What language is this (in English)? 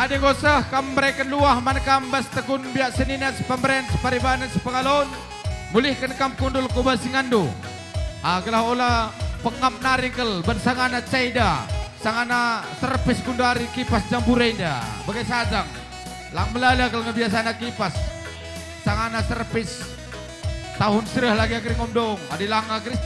Batak Karo